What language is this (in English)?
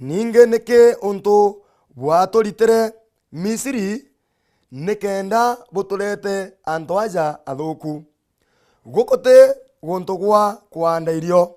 Meru